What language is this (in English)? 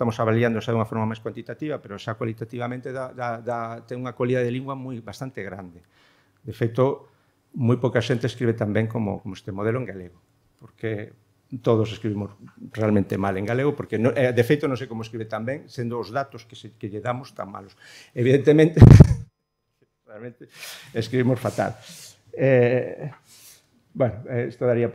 Galician